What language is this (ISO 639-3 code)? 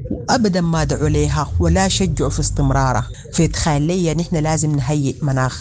apd